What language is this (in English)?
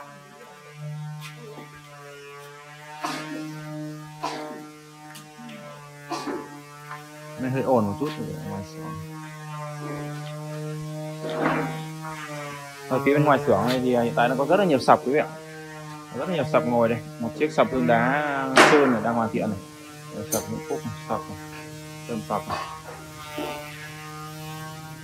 Vietnamese